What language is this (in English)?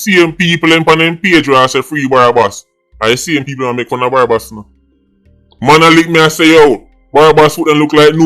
Jamaican Creole English